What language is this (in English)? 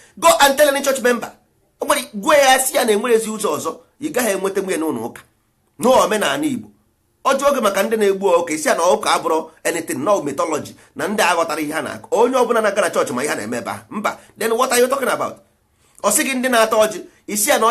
Igbo